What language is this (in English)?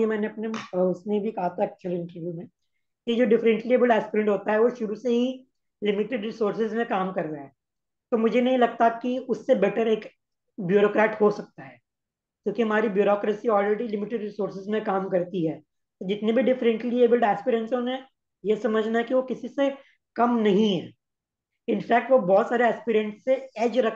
Hindi